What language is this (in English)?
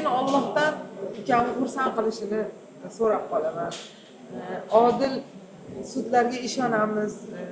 Uzbek